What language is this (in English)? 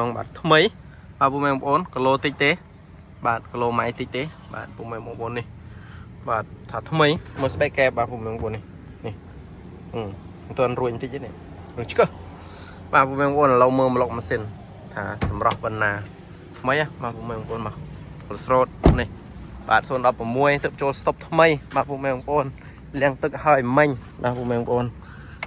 Khmer